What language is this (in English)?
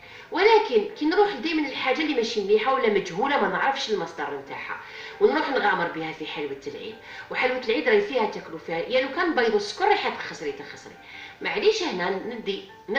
Algerian Arabic